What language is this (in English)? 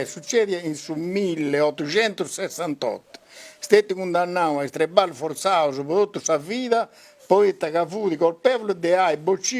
Sardinian